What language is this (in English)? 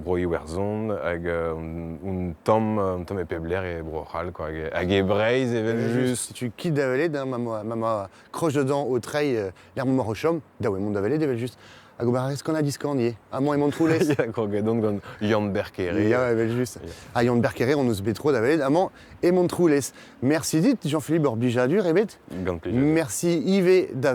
Breton